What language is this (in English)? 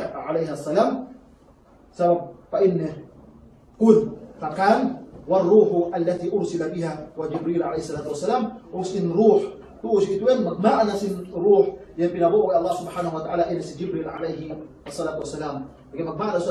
Yakan